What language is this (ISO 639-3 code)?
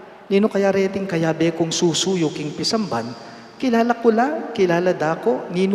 pam